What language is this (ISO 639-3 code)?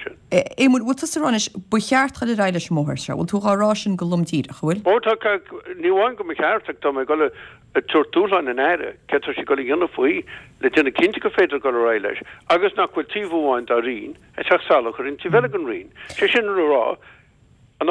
gle